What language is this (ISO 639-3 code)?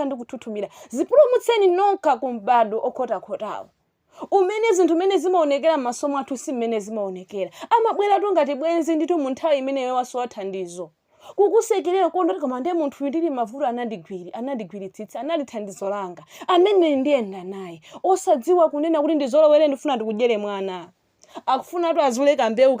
nya